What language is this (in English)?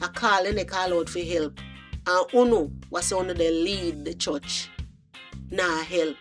Jamaican Creole English